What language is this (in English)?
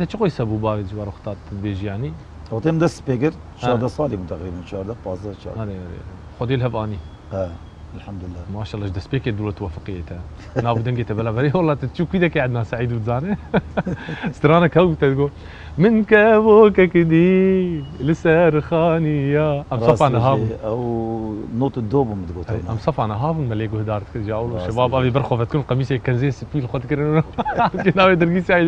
Kurdish